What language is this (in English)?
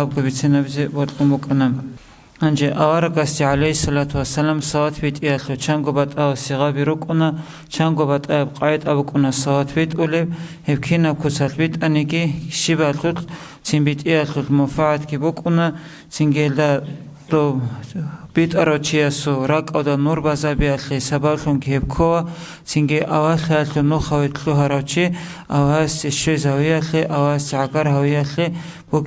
Avaric